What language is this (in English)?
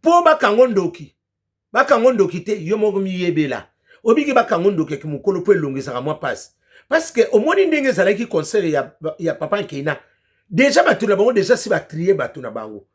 Lingala